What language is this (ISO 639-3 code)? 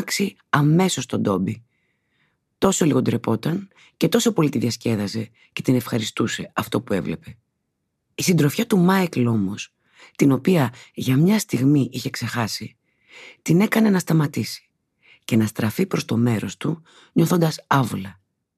ell